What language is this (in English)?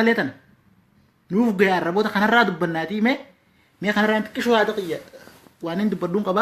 Oromo